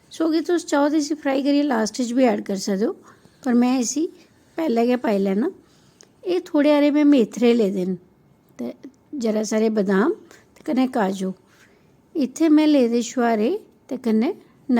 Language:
Dogri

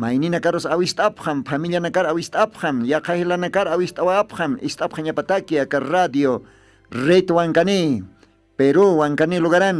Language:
Aymara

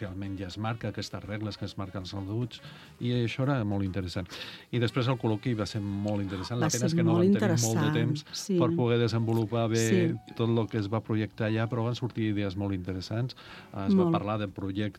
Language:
Catalan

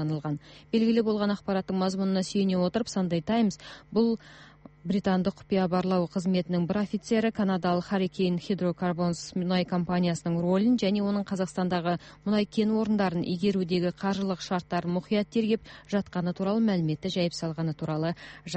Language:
Kazakh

